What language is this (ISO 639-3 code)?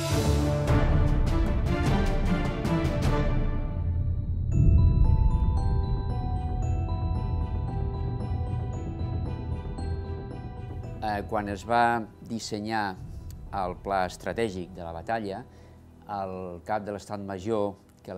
cat